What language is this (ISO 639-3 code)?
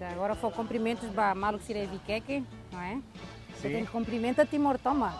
tet